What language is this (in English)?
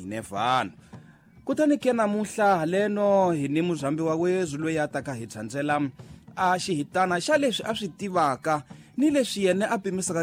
Tsonga